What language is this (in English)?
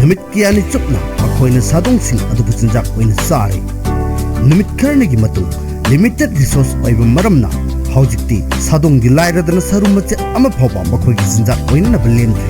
Manipuri